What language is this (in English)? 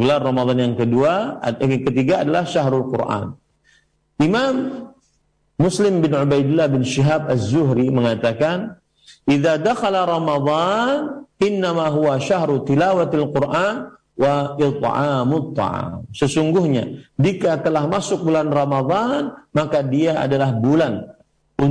Indonesian